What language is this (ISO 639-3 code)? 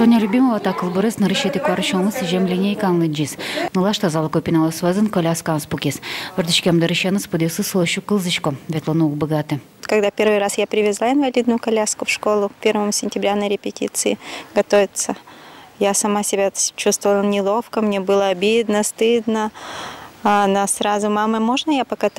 udm